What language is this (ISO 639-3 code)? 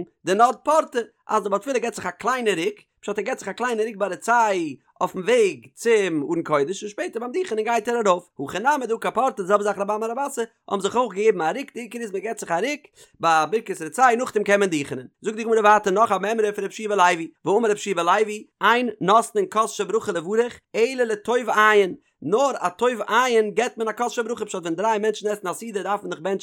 yid